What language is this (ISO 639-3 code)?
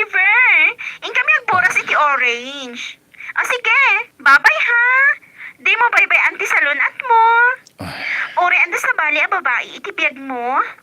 ilo